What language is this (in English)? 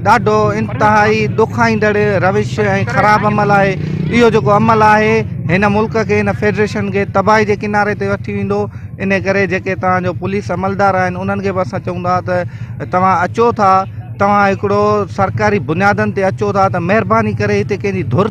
Sindhi